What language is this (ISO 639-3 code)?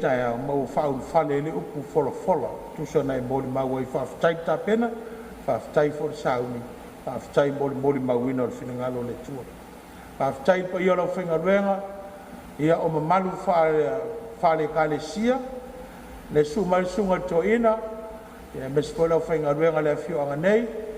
smo